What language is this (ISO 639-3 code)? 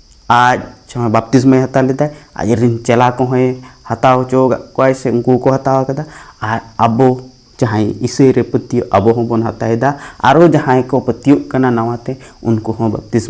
sat